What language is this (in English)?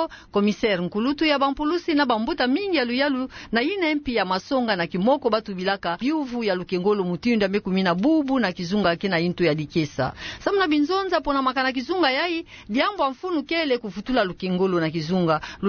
Kituba (Democratic Republic of Congo)